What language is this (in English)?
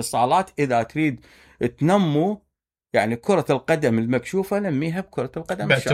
Mesopotamian Arabic